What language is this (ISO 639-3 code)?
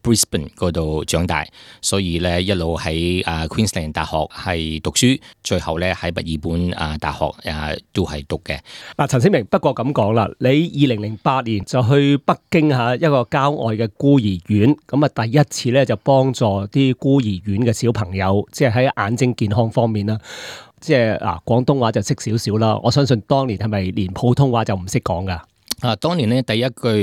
yue